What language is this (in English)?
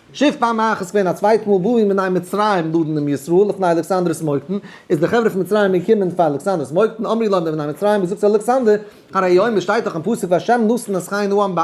Yiddish